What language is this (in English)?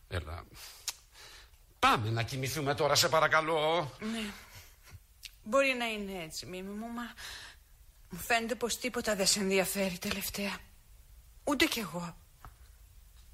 Greek